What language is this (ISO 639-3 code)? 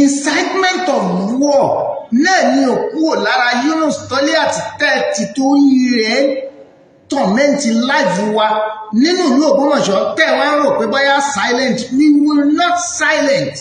yor